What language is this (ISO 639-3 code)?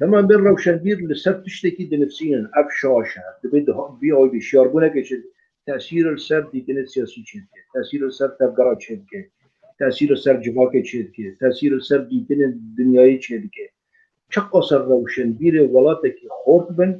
kur